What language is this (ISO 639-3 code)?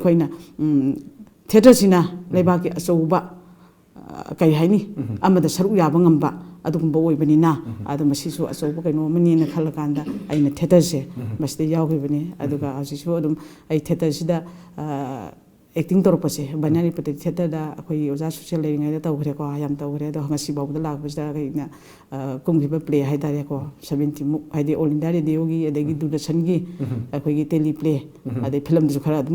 mni